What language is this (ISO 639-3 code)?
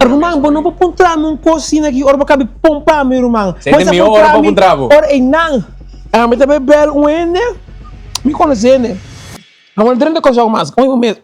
pap